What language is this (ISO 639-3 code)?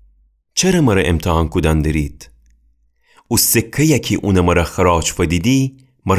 glk